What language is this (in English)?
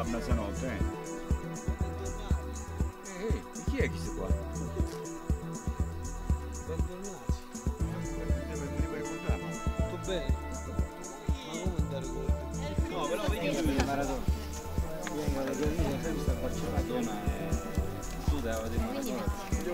Italian